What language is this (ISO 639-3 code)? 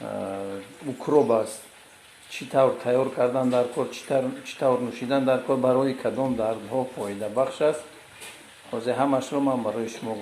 tgk